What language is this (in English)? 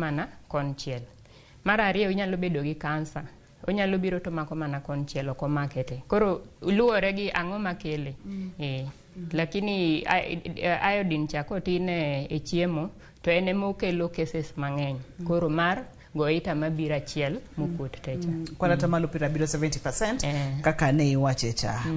Luo (Kenya and Tanzania)